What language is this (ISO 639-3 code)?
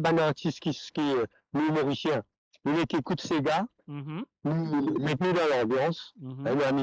mfe